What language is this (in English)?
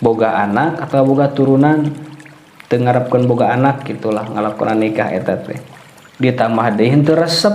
Sundanese